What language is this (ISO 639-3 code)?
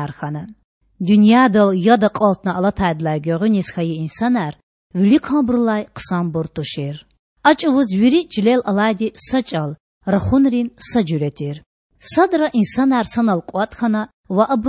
lez